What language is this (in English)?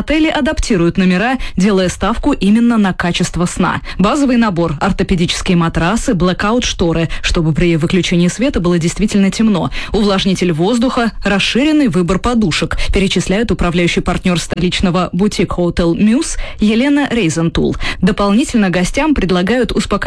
Russian